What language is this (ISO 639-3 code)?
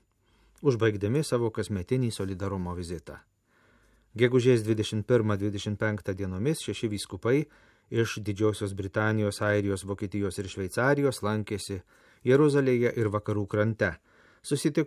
lit